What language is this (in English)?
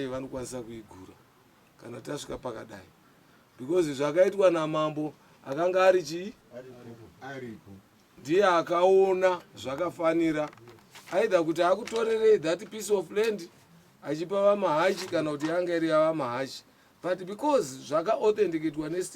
Shona